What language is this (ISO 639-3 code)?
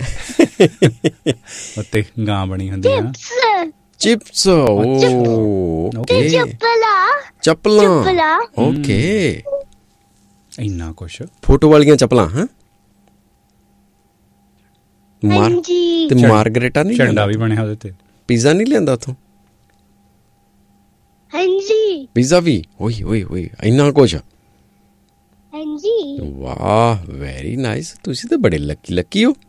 pan